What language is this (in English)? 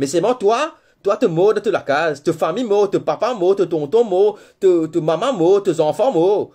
Morisyen